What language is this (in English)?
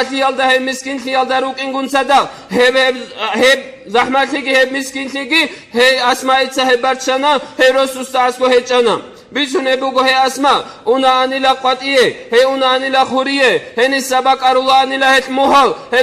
Avaric